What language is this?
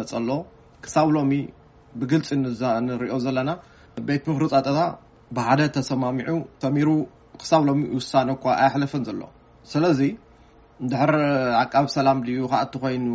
Tigrinya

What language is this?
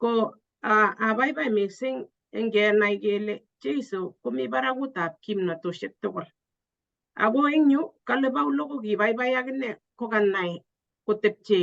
Kalenjin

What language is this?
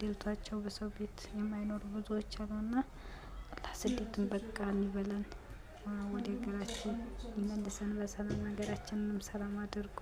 Amharic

